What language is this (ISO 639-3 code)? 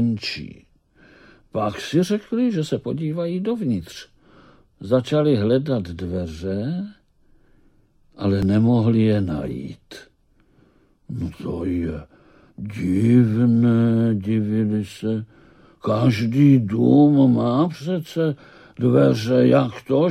ces